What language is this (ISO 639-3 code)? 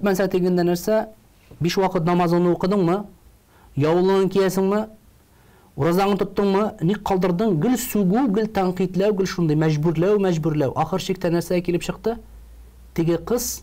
tat